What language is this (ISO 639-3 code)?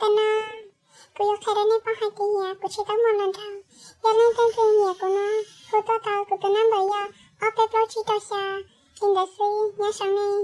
hmn